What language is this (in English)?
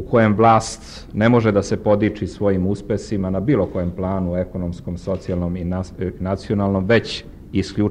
Serbian